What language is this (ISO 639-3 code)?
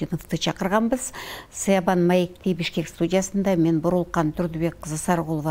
kir